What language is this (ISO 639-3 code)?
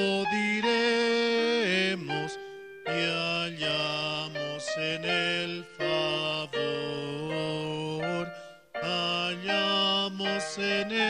quh